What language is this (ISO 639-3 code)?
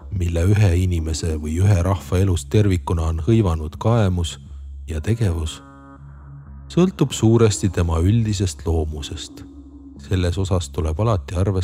est